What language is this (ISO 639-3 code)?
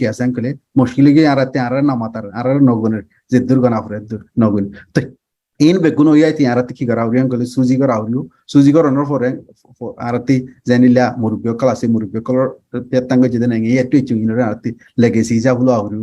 rhg